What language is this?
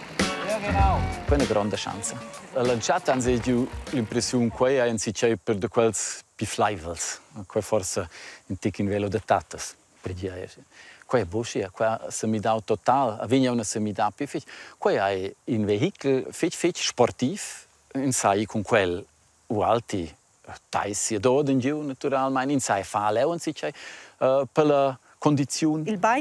Romansh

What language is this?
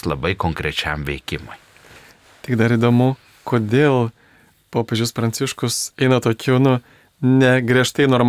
Lithuanian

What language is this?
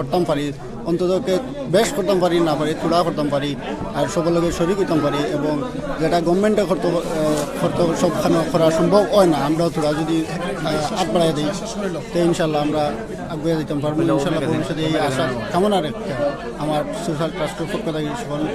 Sylheti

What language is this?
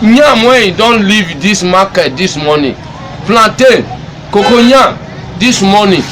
Nigerian Pidgin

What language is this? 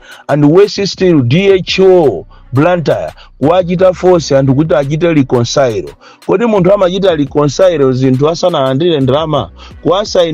Nyanja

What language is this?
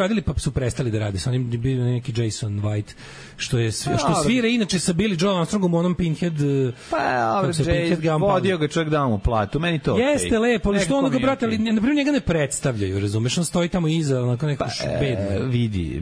Serbian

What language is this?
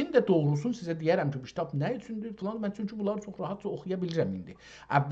South Azerbaijani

